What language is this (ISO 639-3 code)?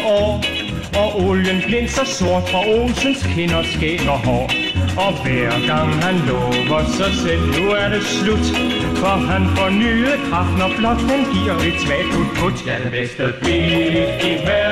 dan